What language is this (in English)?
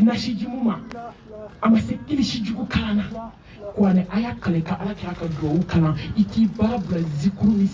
Bambara